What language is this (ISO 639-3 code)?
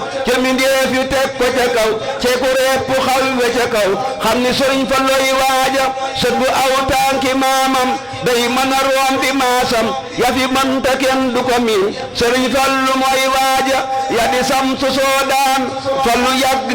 wol